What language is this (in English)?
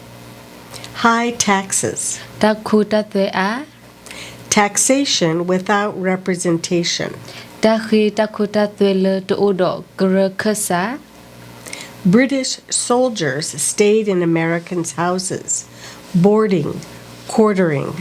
S'gaw Karen